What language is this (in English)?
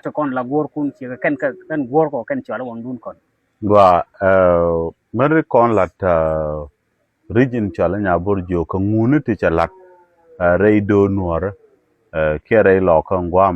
Nuer